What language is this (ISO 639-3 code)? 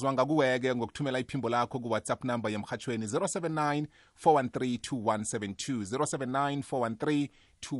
nbl